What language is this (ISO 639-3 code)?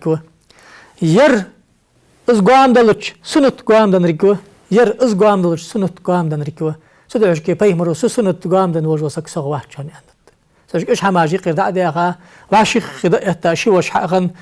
inh